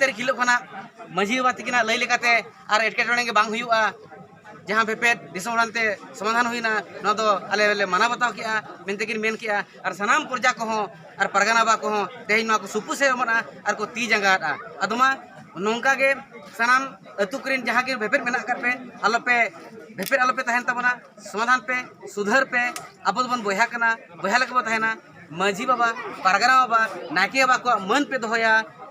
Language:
Santali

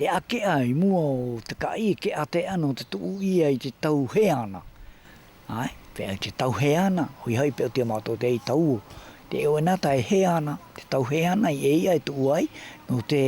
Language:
South Marquesan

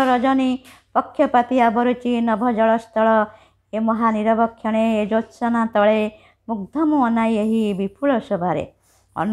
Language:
Odia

